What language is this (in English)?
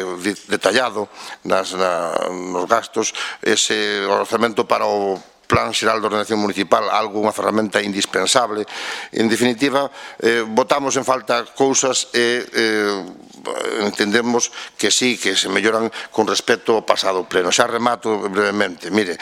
Galician